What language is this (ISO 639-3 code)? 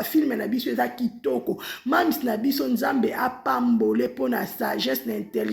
lin